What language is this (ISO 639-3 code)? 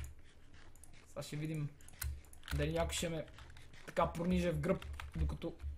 bul